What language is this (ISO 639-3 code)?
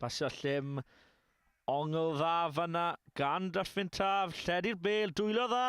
cym